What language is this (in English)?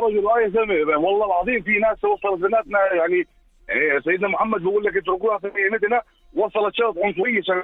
North Levantine Arabic